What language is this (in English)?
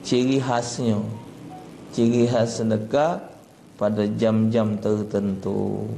Musi